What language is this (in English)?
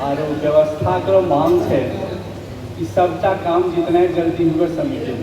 Angika